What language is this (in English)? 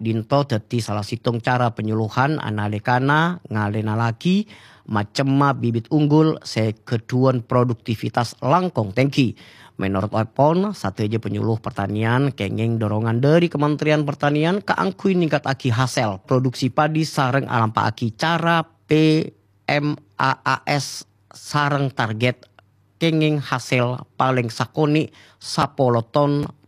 Madurese